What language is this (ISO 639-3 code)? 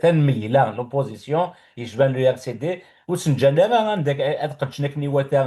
kab